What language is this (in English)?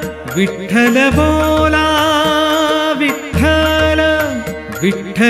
Marathi